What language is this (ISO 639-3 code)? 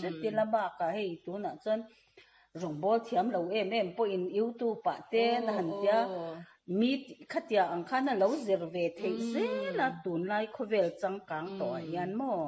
lus